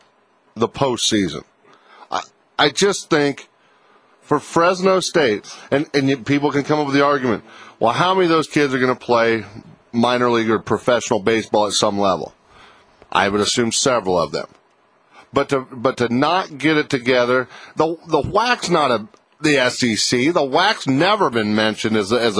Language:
English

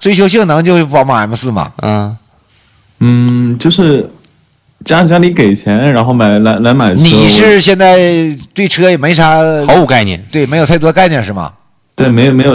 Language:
Chinese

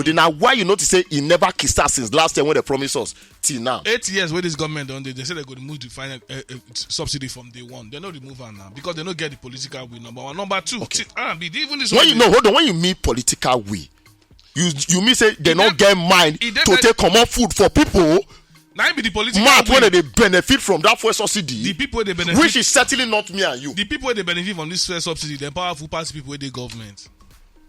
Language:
Nigerian Pidgin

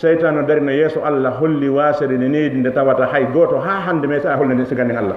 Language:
Fula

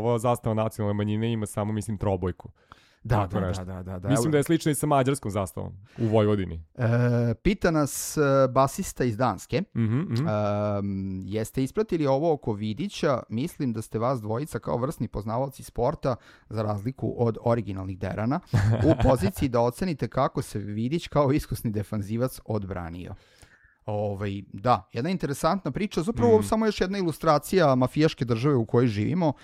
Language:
Serbian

